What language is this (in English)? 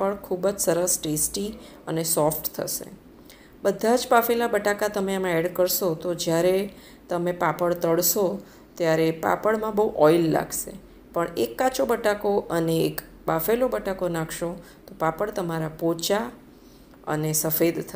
Gujarati